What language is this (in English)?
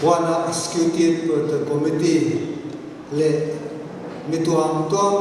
Paite Chin